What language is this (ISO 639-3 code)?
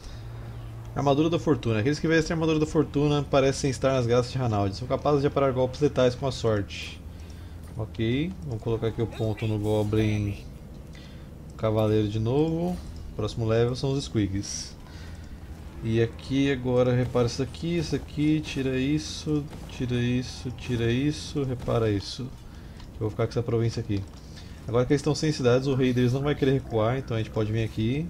por